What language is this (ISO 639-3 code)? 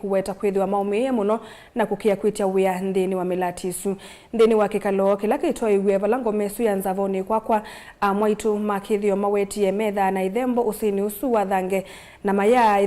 kam